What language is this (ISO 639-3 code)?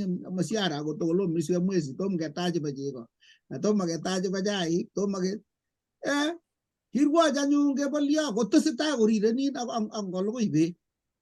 kln